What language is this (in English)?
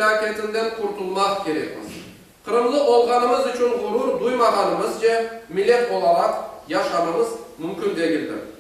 Crimean Tatar